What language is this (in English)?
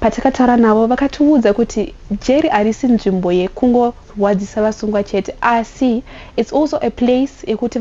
Shona